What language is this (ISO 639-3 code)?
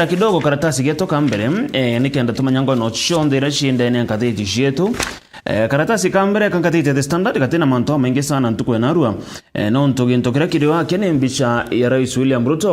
mer